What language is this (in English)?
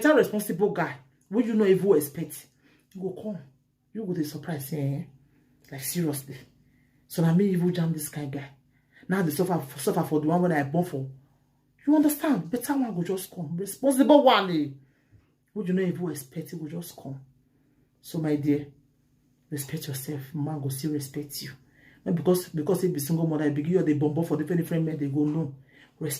Nigerian Pidgin